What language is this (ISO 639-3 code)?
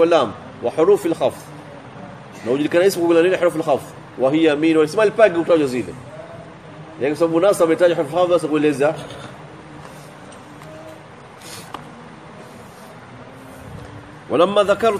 swa